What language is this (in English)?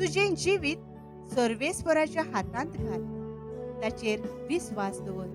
Konkani